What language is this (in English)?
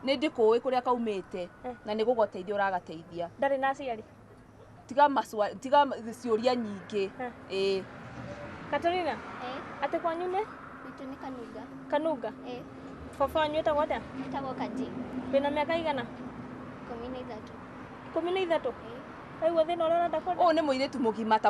Kikuyu